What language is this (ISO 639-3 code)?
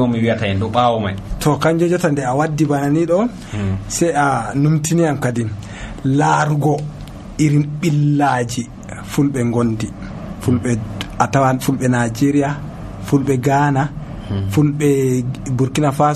fuv